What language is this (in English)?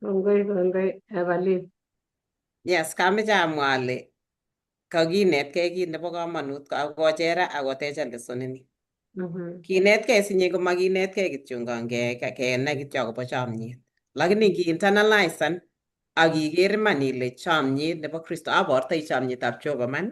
Kalenjin